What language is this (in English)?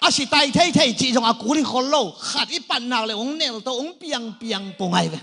Tedim Chin